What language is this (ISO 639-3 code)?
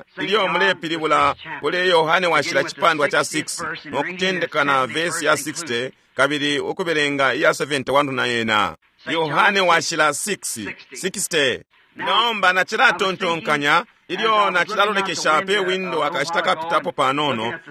bem